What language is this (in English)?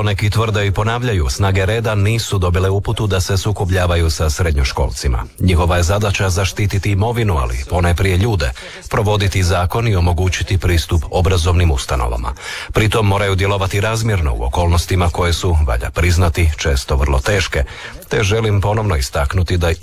Croatian